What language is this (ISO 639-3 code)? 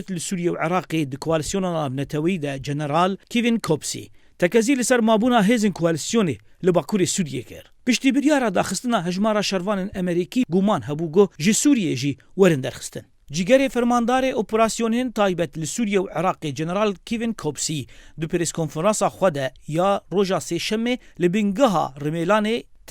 kur